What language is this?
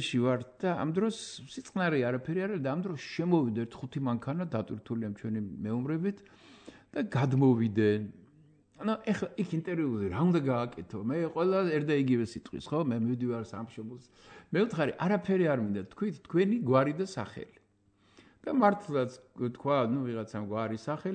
Georgian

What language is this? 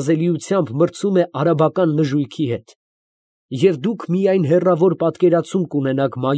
Armenian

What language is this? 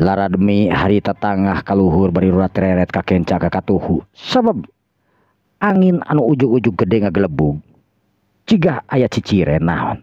Sundanese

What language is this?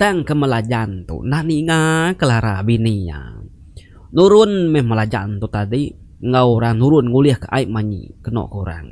Iban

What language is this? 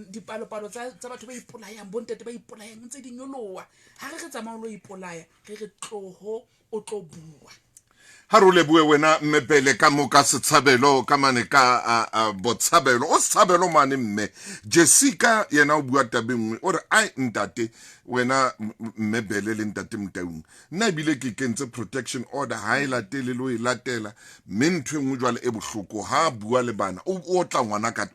Southern Sotho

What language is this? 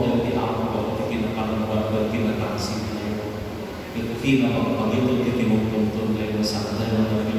Iloko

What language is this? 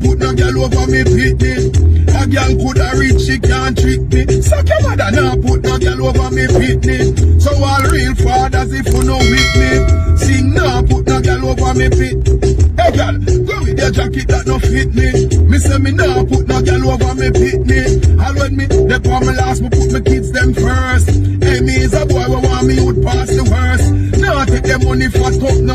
Jamaican Creole English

